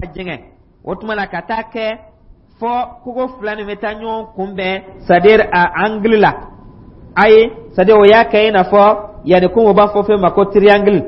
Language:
Dyula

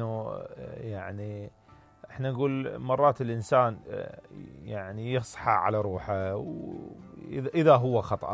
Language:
Mesopotamian Arabic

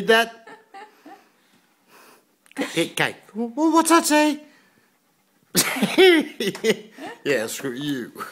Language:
English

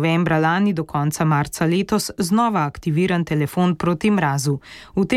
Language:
Slovenian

